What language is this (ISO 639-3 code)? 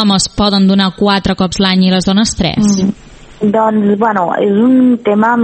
cat